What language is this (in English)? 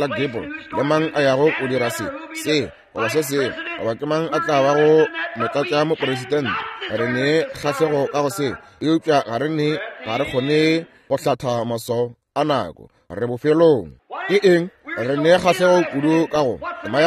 Northern Sotho